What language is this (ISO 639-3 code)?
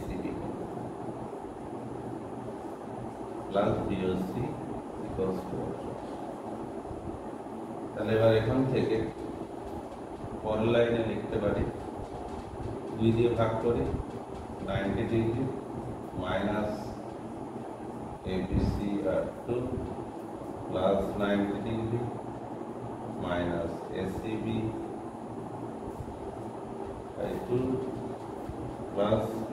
ben